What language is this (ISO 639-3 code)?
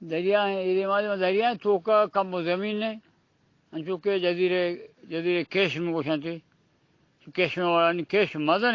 bgp